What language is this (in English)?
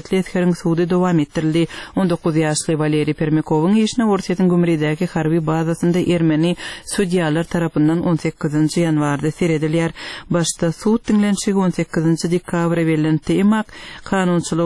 Turkmen